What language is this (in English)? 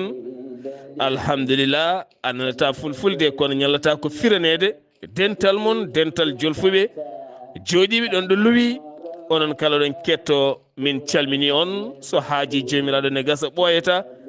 Fula